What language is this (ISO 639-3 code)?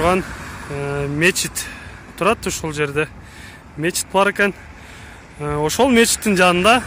kir